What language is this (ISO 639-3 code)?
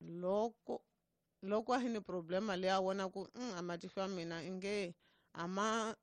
tso